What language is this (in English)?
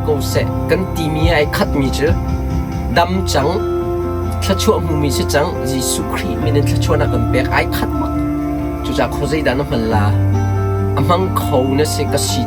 Hakha Chin